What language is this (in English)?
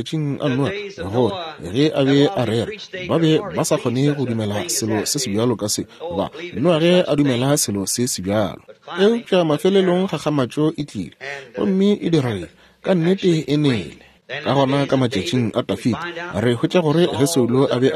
Northern Sotho